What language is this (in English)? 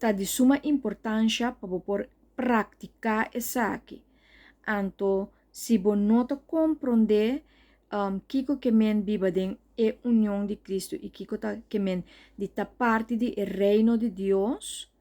Papiamento